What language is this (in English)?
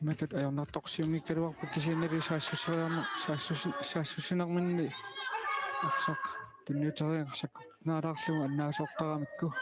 Kalaallisut